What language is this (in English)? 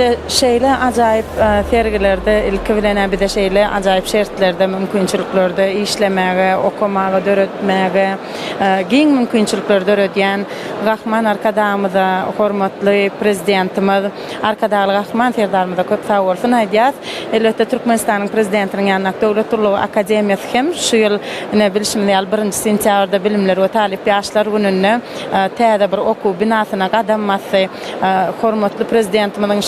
Turkmen